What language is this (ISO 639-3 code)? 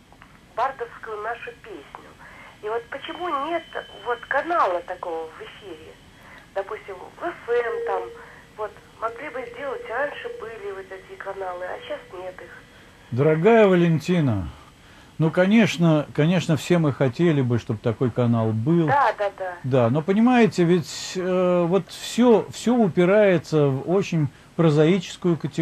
rus